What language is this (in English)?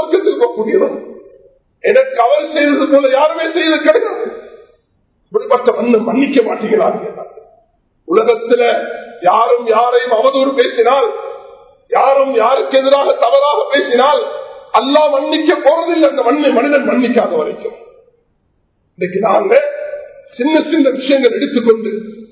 Tamil